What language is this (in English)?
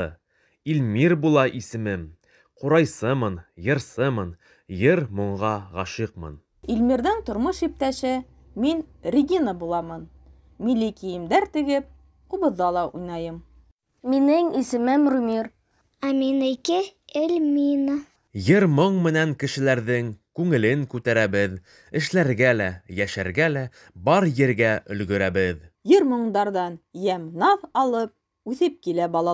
Bashkir